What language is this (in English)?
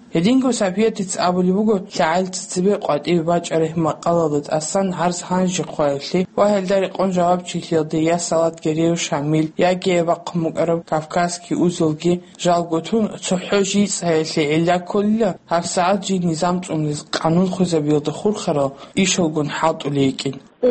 Avaric